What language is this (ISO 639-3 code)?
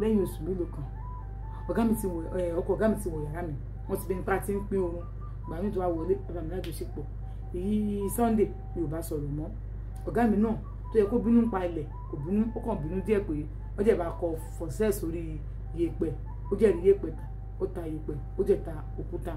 yor